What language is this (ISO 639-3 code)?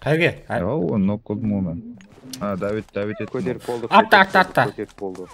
kaa